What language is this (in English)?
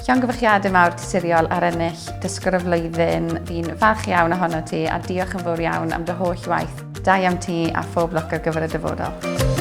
Welsh